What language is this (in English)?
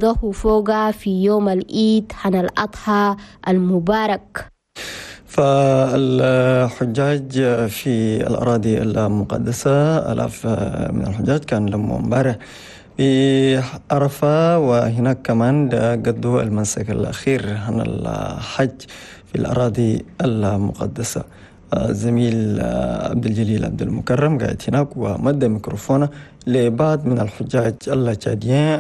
Chadian Arabic